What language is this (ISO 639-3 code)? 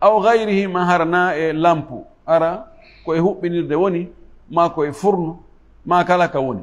ful